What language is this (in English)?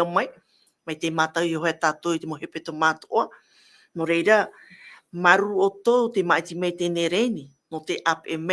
Tahitian